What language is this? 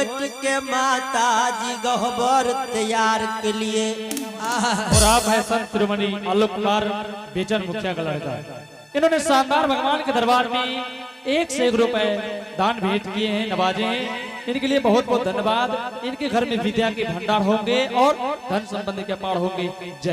Angika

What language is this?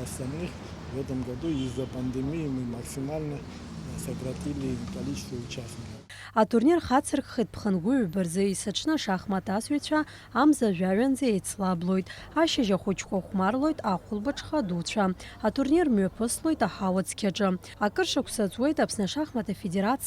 Abkhazian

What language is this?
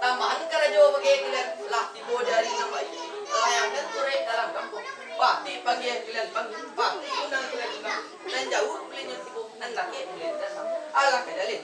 Minangkabau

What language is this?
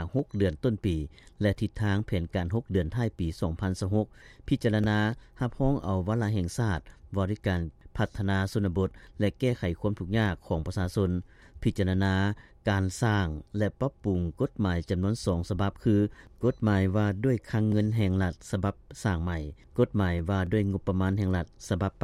Lao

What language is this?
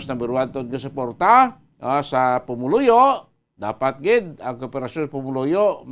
Hiligaynon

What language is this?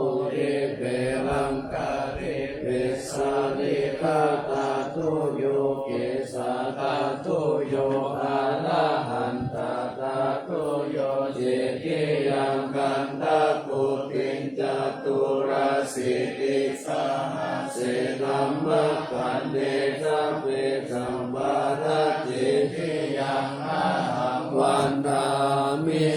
Pali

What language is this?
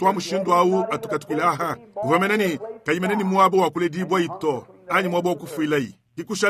Luba-Lulua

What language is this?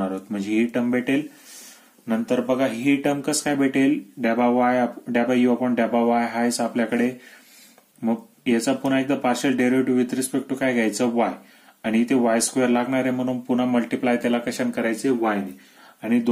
Marathi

